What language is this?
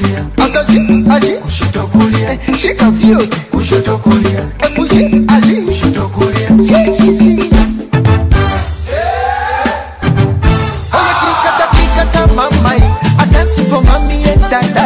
Swahili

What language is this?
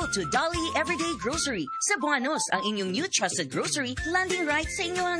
Cebuano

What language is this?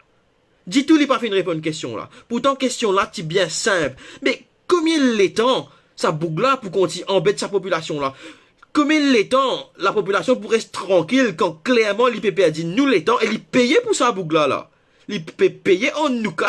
Morisyen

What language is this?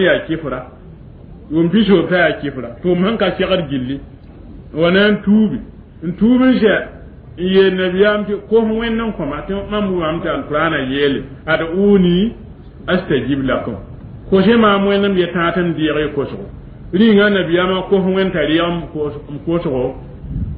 Mossi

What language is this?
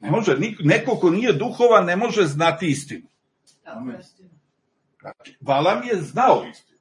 Serbian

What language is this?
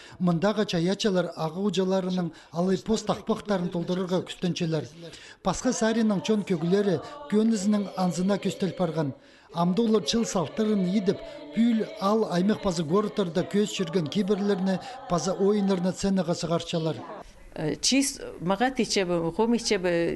Khakas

